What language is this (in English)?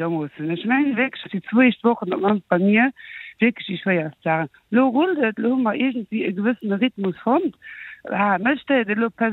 Luxembourgish